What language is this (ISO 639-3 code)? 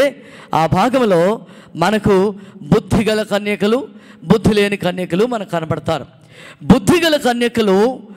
tel